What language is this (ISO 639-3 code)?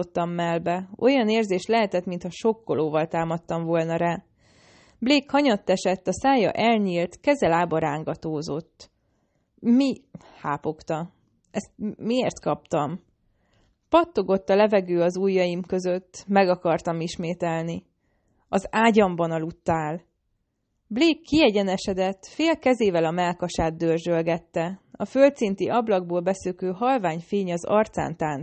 hun